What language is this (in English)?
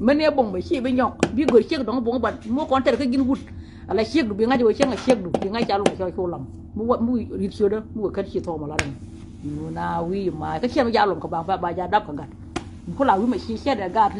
Nuer